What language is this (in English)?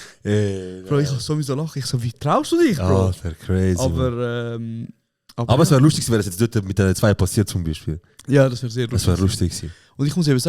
Swiss German